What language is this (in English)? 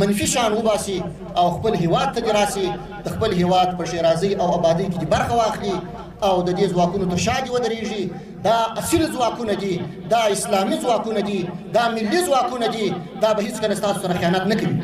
Pashto